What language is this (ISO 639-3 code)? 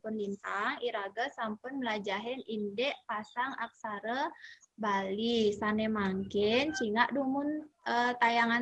ban